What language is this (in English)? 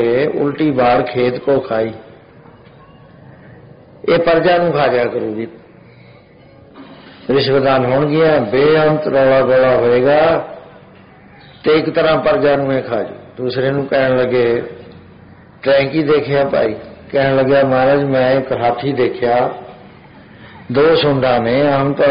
Punjabi